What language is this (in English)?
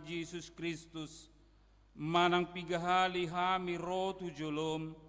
Batak Toba